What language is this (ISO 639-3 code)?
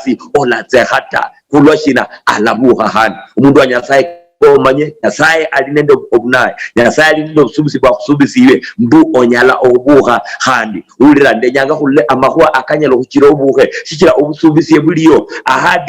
luy